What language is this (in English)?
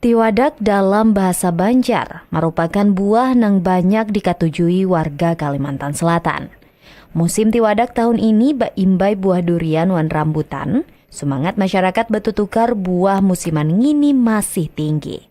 Banjar